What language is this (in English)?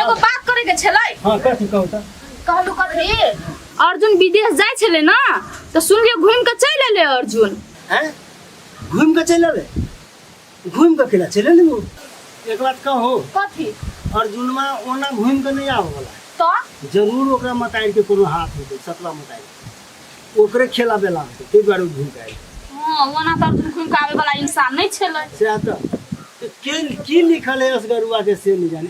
Maithili